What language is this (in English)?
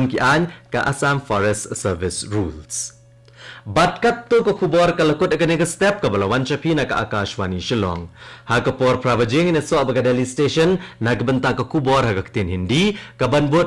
Khasi